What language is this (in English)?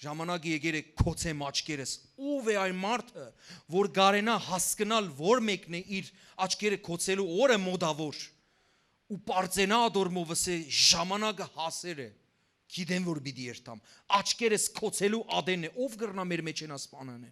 Western Armenian